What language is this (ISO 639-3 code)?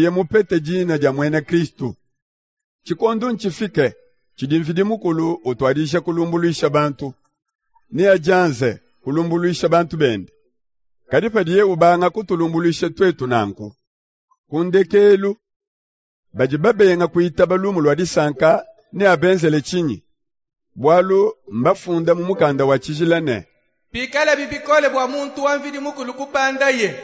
lua